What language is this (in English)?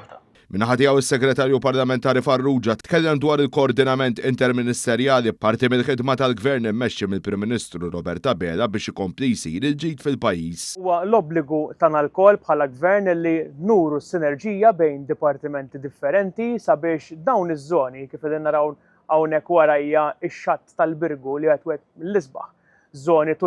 Maltese